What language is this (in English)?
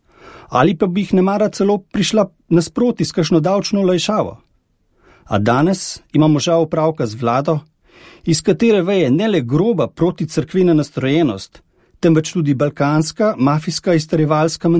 Slovenian